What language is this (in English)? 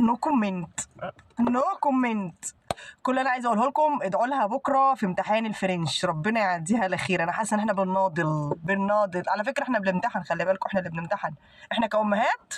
Egyptian Arabic